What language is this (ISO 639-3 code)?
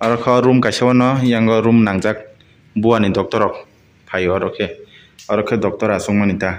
trp